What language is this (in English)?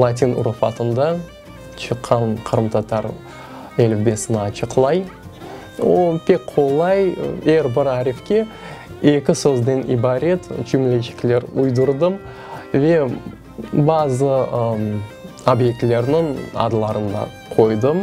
Crimean Tatar